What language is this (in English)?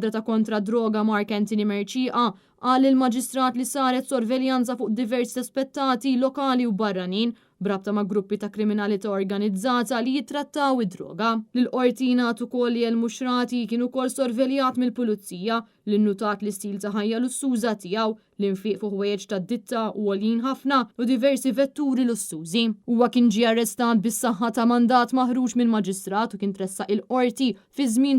Maltese